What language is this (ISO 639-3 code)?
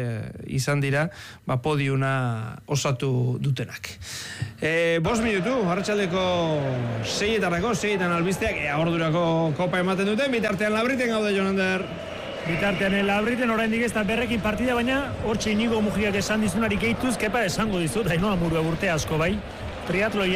eus